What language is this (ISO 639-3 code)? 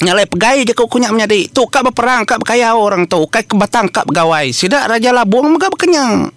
iba